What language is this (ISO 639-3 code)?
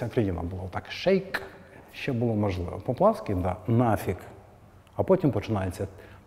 ukr